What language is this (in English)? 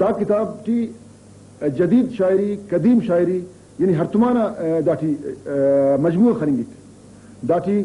Brahui